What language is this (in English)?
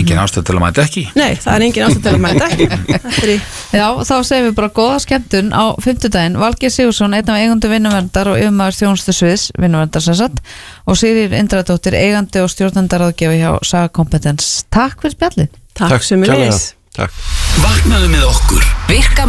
Icelandic